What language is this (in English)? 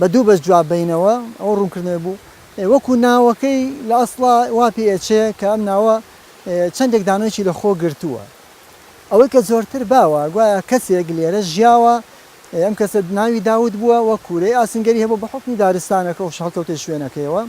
Central Kurdish